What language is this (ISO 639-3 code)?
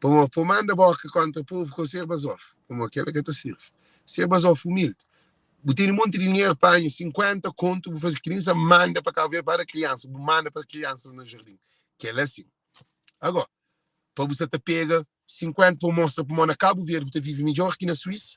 kea